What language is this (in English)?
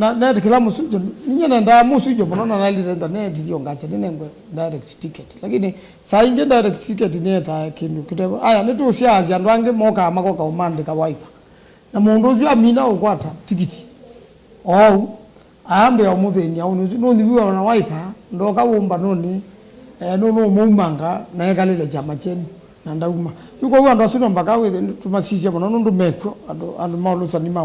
Kamba